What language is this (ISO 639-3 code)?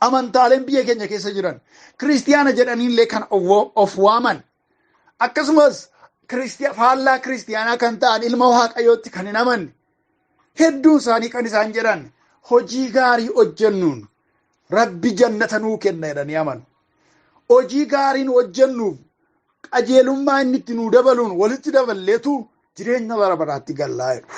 orm